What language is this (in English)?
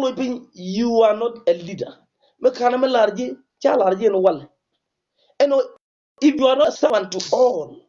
Nuer